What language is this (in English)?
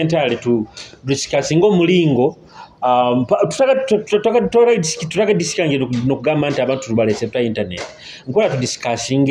Nyoro